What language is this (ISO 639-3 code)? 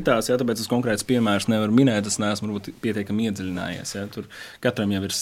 lav